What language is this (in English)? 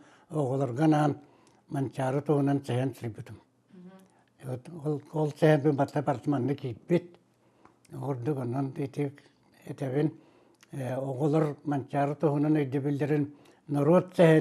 Yakut